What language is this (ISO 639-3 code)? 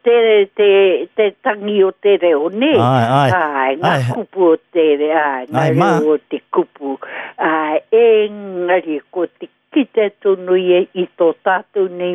mri